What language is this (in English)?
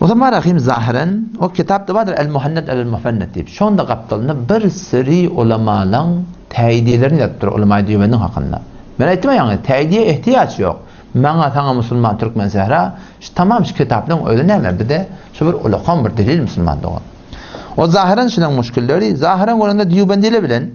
Turkmen